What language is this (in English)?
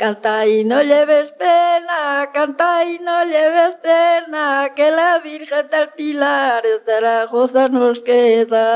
Galician